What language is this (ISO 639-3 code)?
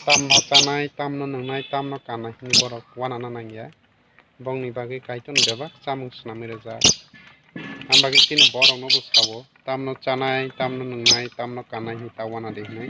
trp